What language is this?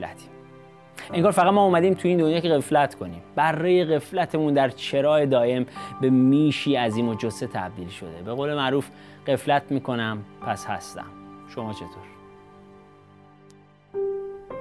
Persian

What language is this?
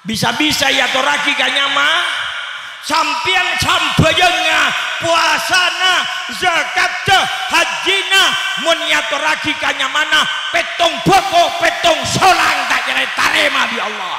Madurese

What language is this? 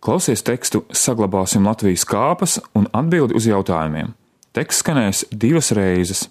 Latvian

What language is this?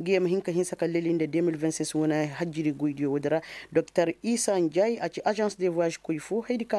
Koyraboro Senni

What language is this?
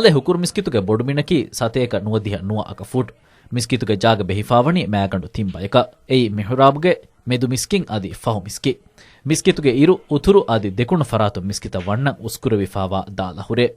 Divehi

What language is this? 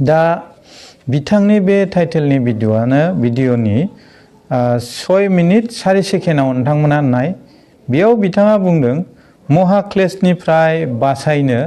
Bodo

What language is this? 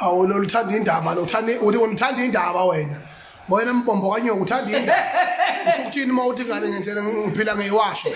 Zulu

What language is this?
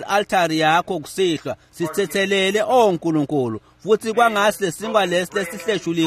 Swati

